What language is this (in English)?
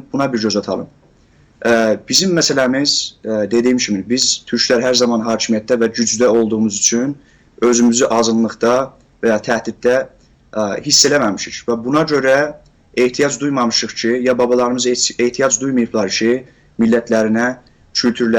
South Azerbaijani